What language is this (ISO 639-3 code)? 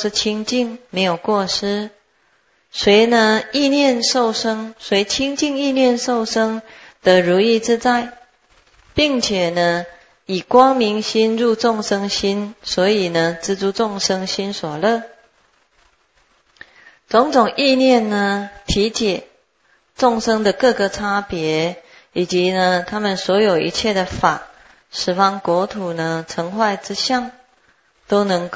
zho